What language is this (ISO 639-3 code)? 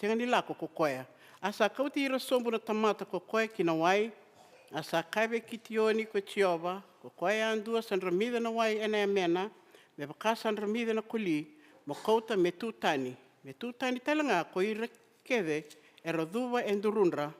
fij